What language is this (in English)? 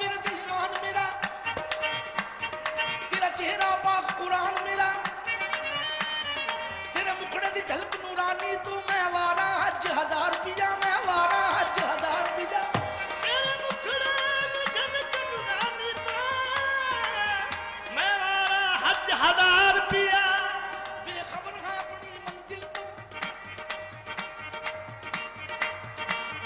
Punjabi